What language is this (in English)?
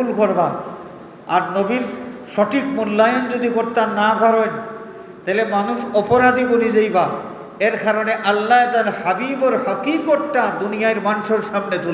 Sylheti